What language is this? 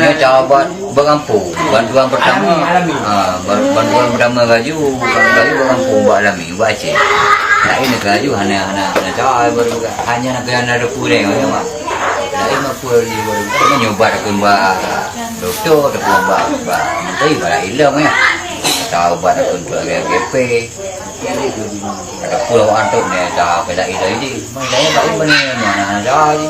Achinese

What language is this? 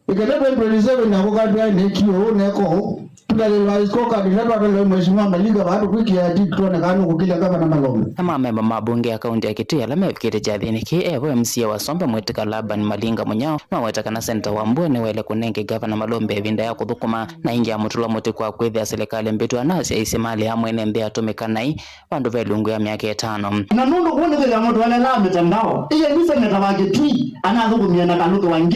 Kamba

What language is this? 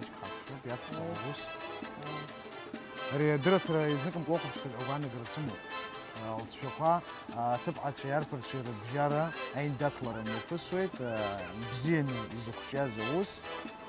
Abkhazian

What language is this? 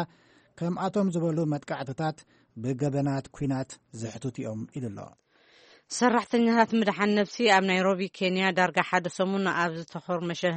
Tigrinya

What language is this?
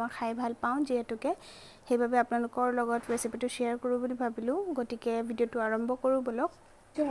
Assamese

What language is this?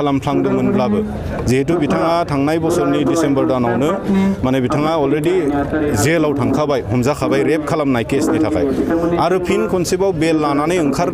Bodo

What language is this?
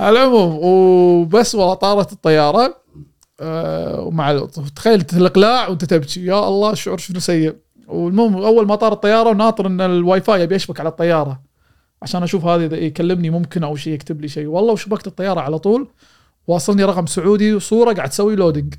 Gulf Arabic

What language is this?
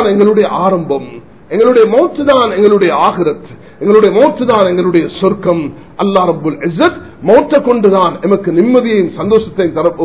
Tamil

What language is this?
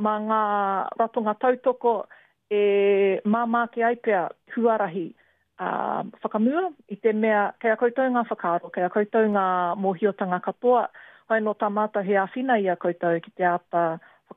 Māori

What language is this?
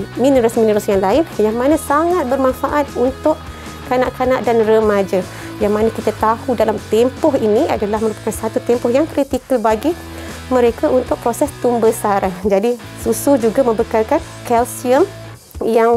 Malay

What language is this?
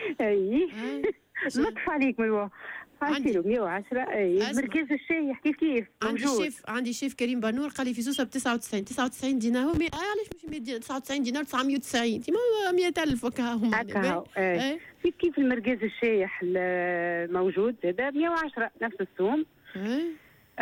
Tunisian Arabic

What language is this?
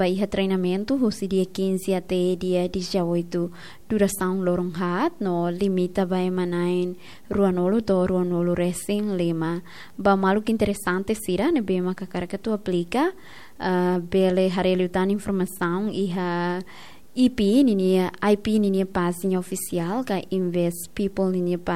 Tetum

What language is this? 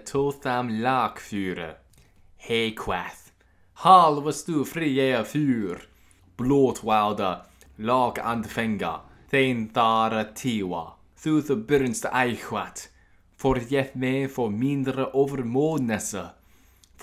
Latin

